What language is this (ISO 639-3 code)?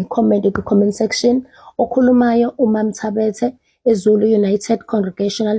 zul